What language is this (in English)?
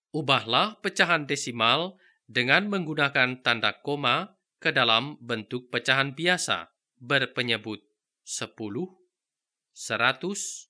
Indonesian